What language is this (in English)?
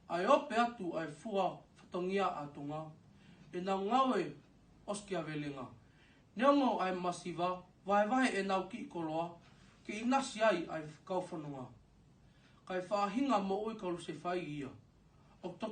Tongan